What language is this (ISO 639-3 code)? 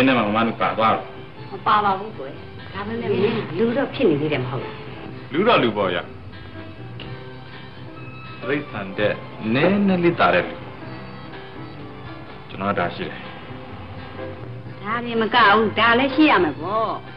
mya